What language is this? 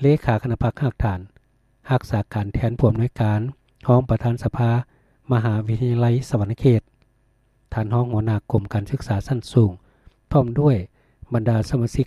Lao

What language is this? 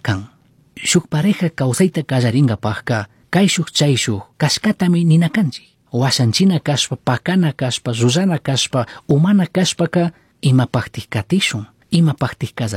Chimborazo Highland Quichua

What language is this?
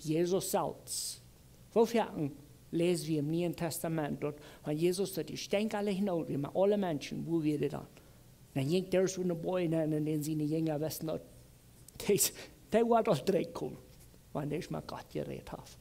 Plautdietsch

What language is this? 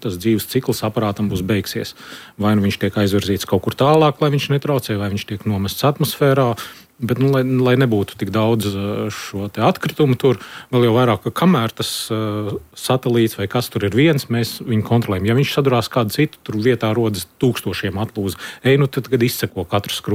Latvian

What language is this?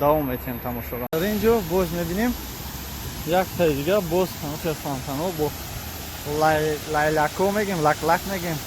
Tajik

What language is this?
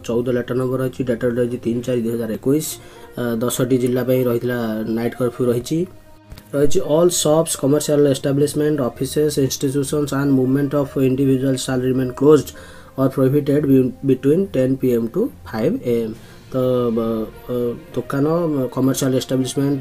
Odia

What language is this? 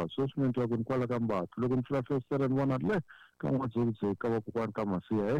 Tsonga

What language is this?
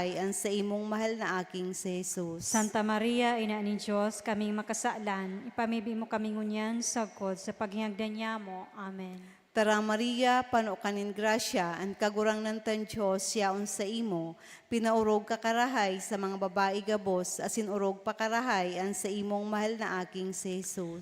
Bikol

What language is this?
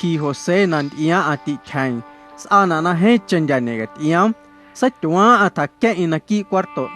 Guerrero Amuzgo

